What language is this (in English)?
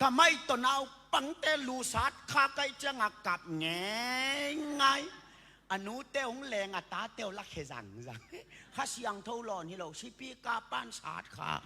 Tedim Chin